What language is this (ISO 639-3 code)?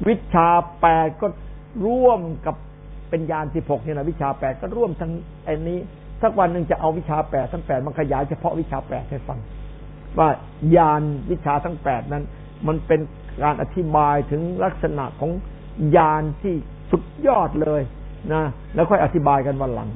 tha